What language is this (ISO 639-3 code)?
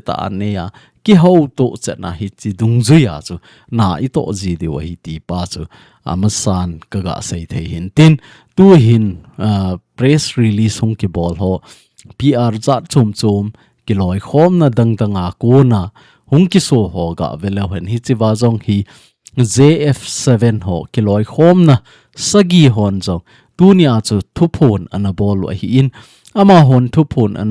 tcz